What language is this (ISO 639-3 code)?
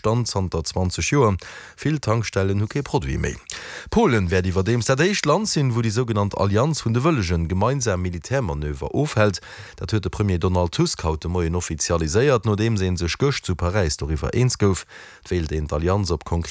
ltz